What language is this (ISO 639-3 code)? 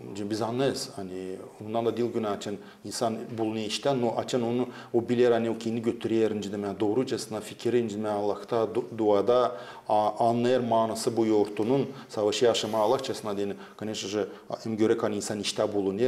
gag